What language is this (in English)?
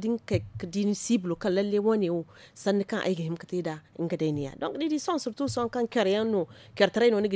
Zarma